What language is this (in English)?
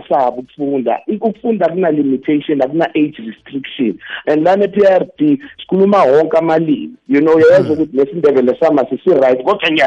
South Ndebele